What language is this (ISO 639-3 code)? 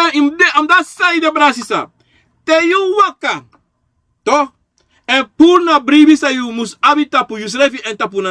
srn